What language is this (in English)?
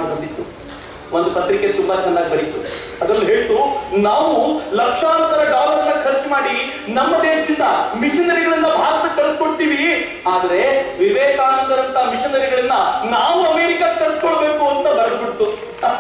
Kannada